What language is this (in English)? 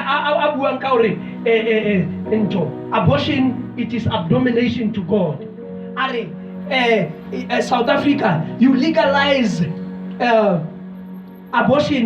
Southern Sotho